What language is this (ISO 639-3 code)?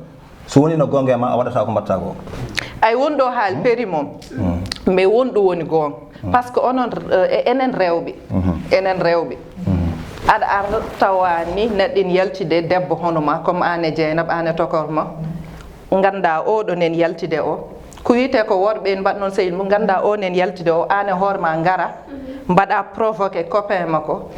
ful